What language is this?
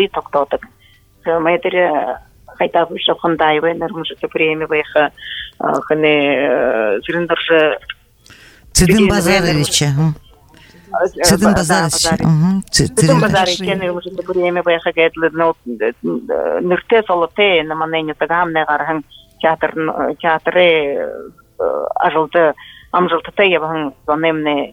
Buriat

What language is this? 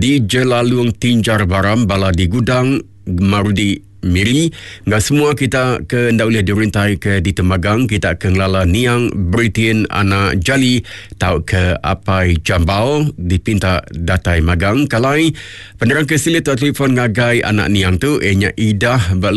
Iban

